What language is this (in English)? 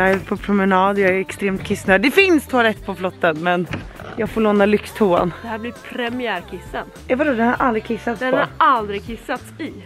Swedish